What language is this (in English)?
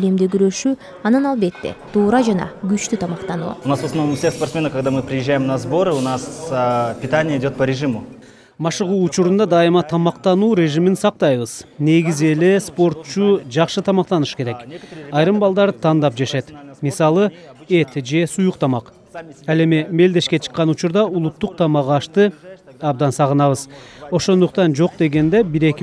Kyrgyz